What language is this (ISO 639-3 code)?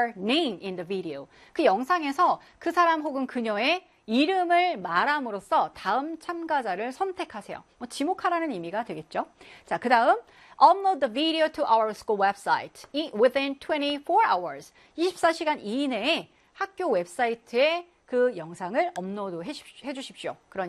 kor